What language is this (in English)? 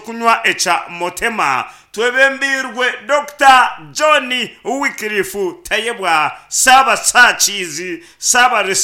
Nyankole